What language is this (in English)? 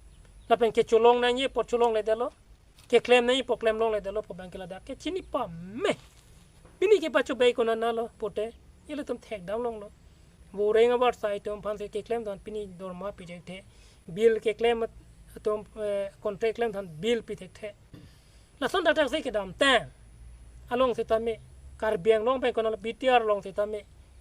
Karbi